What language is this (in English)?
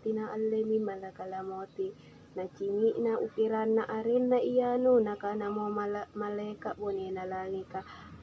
Makasar